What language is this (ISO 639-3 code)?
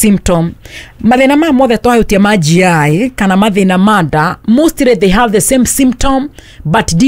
kik